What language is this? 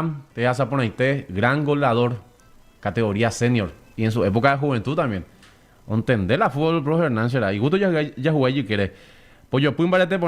Guarani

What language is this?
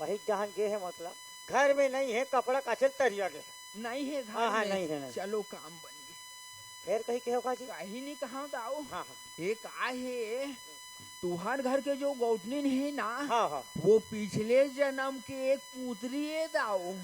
Chhattisgarhi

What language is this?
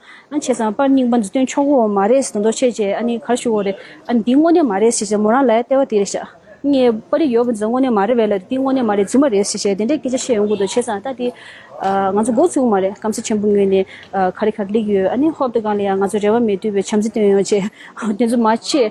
Tibetan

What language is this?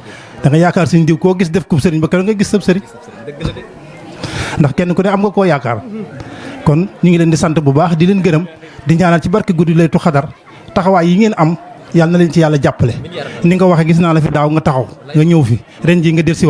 Wolof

